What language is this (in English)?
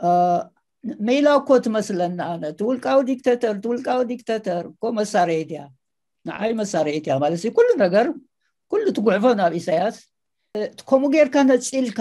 Tigrinya